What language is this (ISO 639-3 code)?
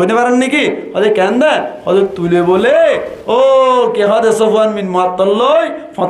rhg